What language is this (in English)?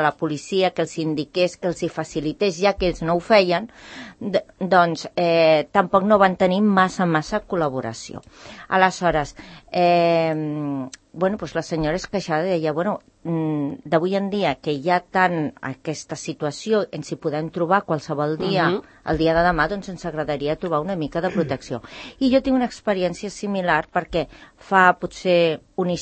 Catalan